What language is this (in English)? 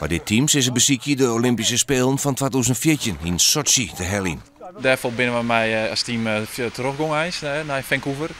Western Frisian